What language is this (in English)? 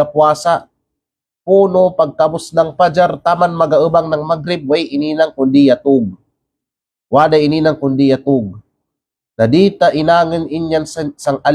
Kalagan